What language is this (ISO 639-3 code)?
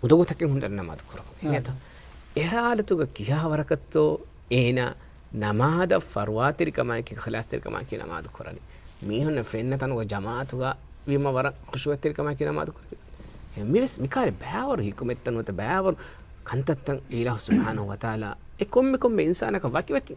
div